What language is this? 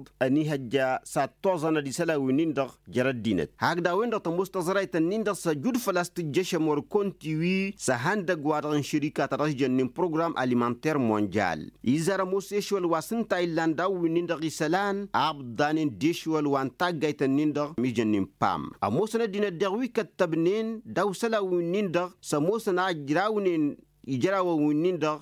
Tamasheq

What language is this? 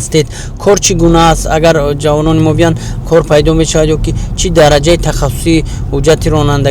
Persian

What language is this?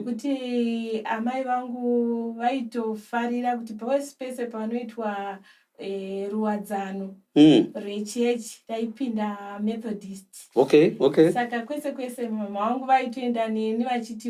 Shona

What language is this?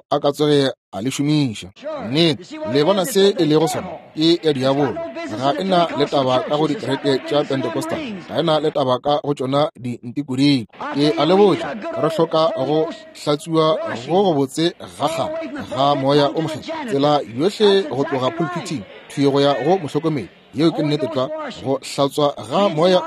Northern Sotho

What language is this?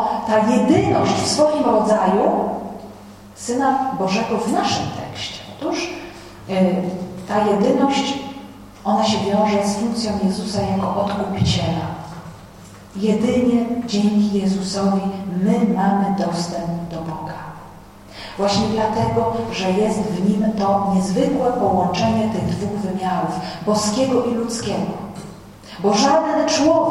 Polish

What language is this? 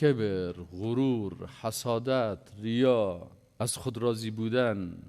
Persian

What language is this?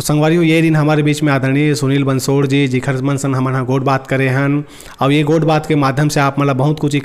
Chhattisgarhi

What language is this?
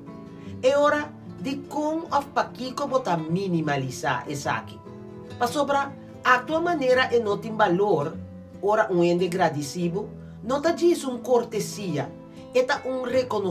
Papiamento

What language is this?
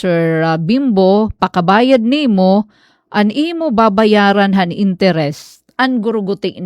Waray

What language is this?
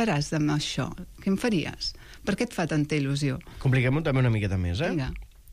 Catalan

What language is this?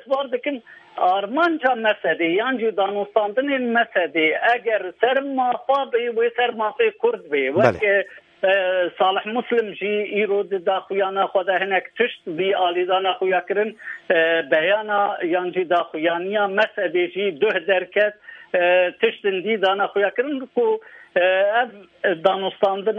Kurdish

